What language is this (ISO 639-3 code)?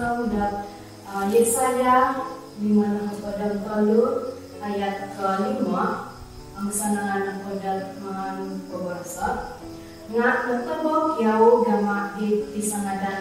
dtp